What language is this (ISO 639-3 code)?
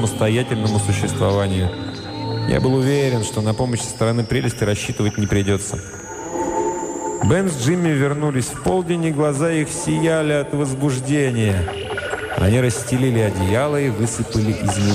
rus